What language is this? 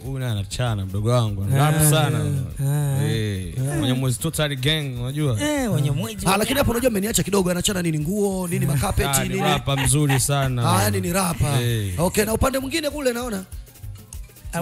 Swahili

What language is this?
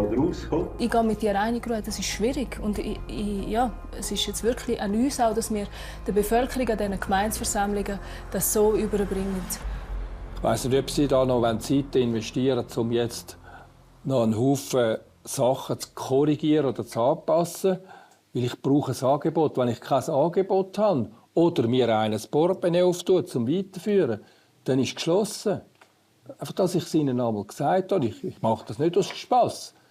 Romansh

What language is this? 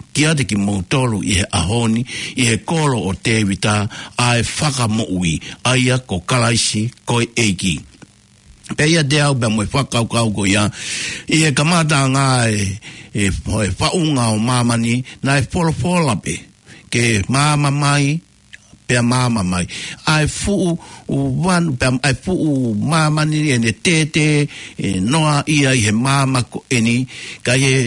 Tongan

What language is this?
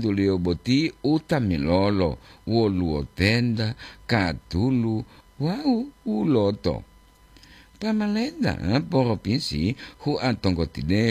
Gorontalo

